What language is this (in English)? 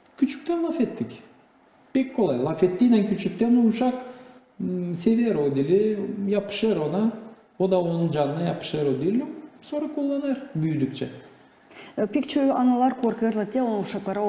Gagauz